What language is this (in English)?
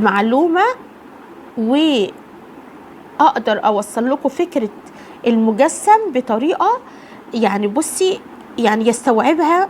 Egyptian Arabic